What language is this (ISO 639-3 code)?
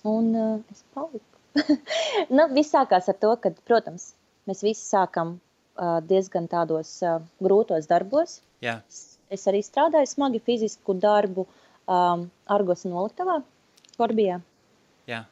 lav